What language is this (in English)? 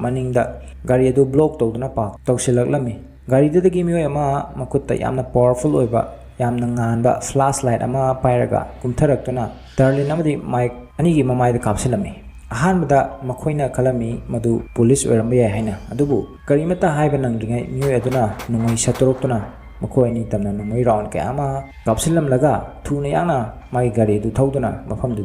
Manipuri